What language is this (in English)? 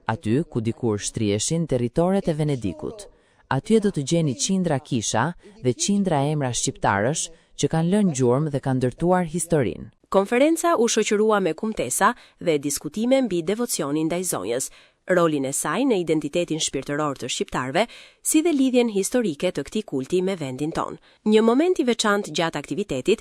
Albanian